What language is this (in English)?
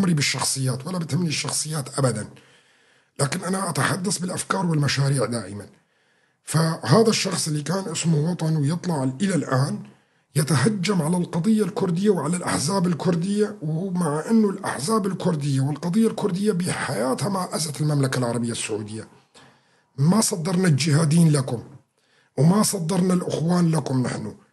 North Levantine Arabic